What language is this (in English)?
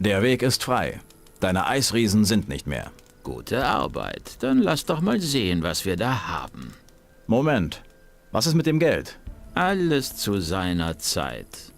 Bavarian